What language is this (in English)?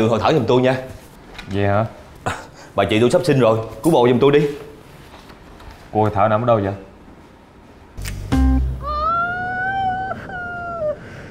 Vietnamese